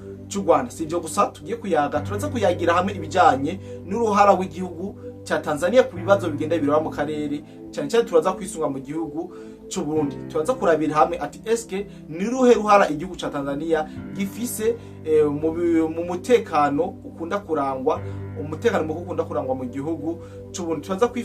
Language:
Rundi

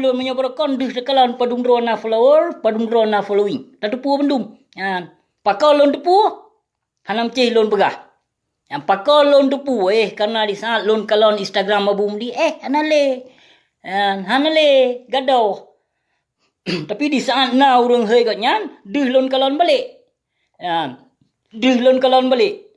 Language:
Achinese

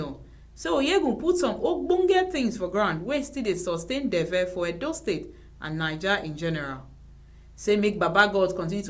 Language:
Nigerian Pidgin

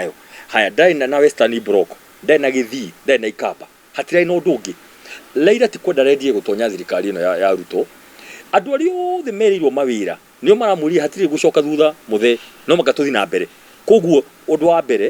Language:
Kikuyu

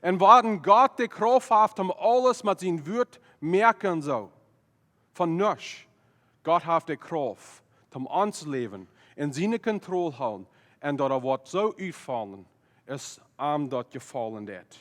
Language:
Plautdietsch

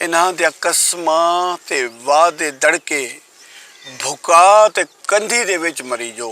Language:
Saraiki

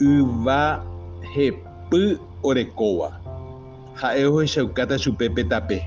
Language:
Guarani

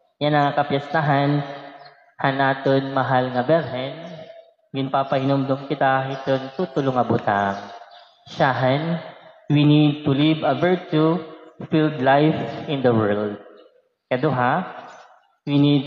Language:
Waray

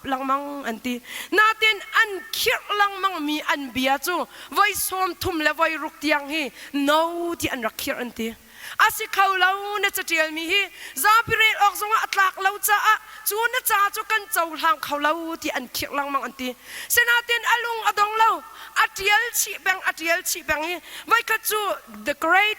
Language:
Hakha Chin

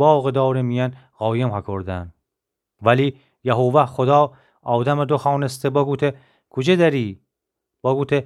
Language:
Gilaki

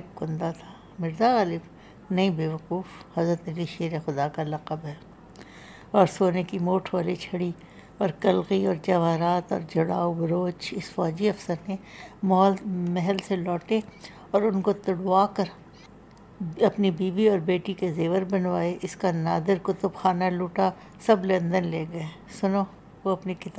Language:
Urdu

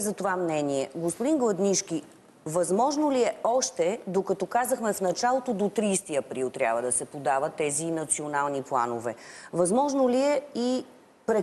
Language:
Bulgarian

